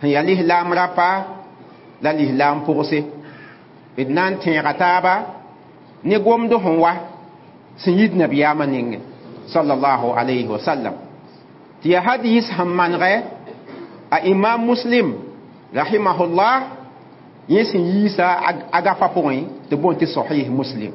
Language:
Mossi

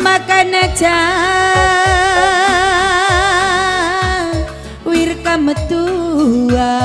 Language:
Batak Karo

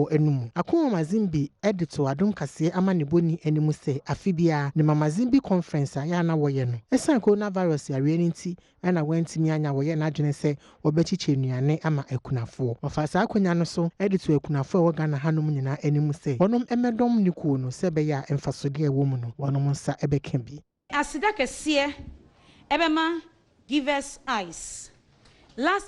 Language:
Akan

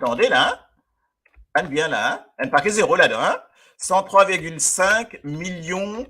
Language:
Morisyen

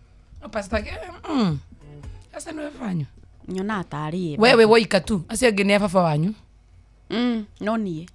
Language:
Kikuyu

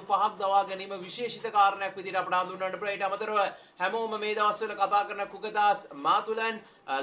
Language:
Sinhala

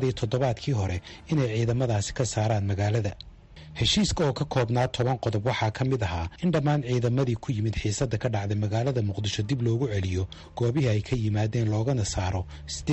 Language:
Somali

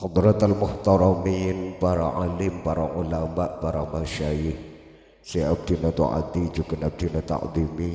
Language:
Madurese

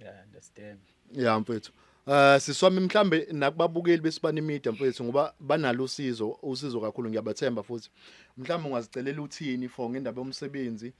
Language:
Zulu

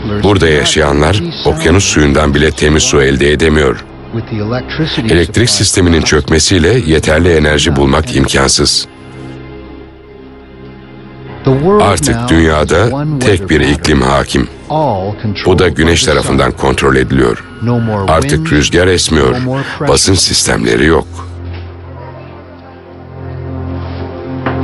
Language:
Turkish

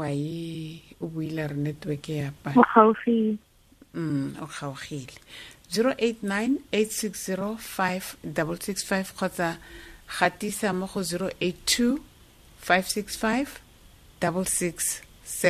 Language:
Tswana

